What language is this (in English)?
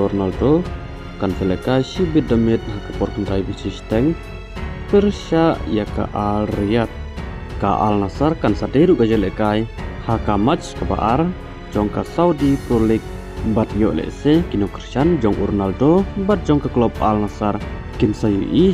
Khasi